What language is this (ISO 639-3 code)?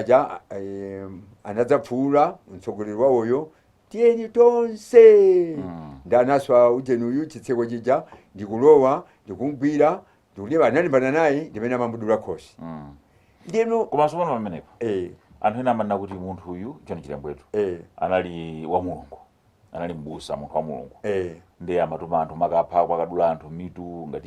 nya